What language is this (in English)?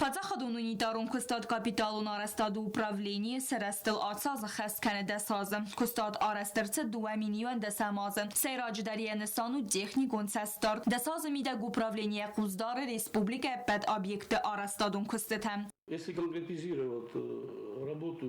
Ossetic